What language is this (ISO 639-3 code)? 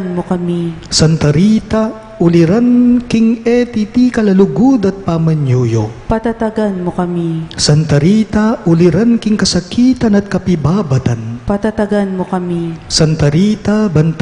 pam